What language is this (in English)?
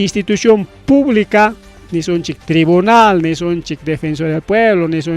Ayacucho Quechua